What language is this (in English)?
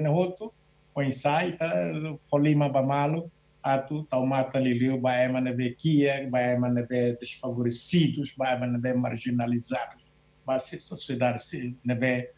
Tetum